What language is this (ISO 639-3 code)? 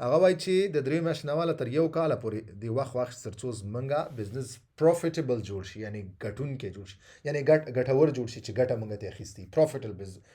pus